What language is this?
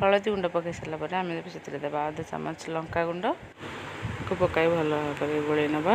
Odia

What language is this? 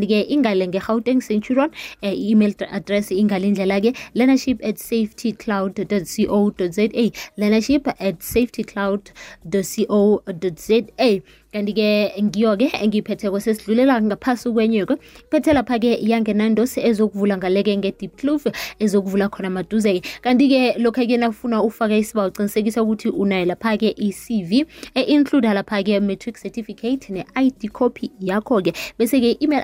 South Ndebele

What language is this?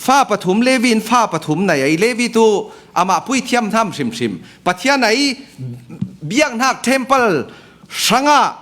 Falam Chin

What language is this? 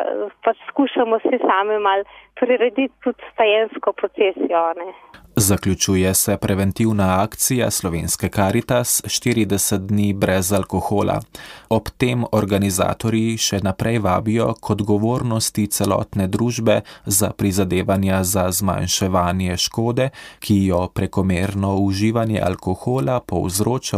Slovenian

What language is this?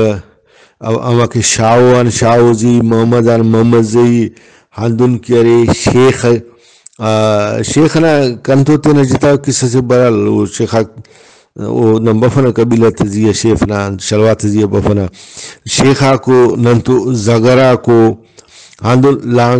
Brahui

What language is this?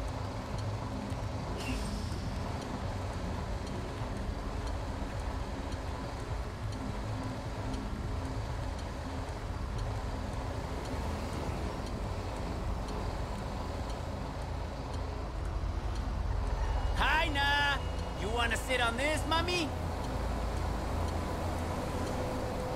English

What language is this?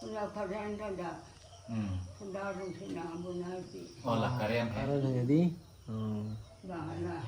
Karbi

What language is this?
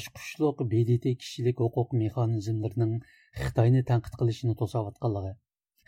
Uyghur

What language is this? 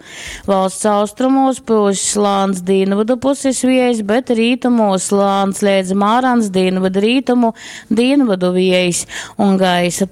Latgalian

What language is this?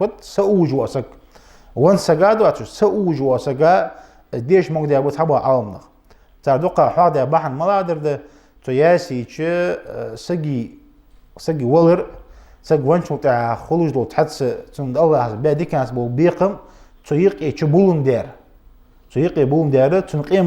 Ingush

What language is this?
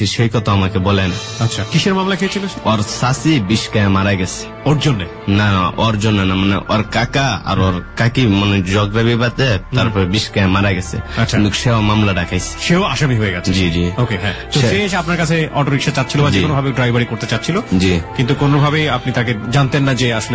Bangla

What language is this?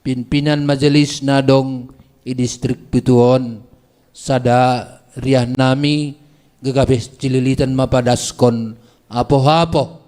Batak Simalungun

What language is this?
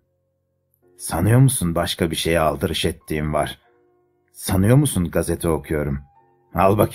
Turkish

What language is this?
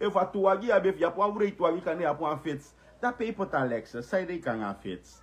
Sranan Tongo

